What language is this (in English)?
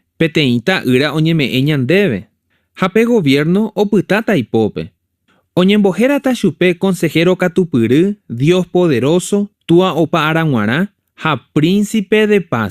Guarani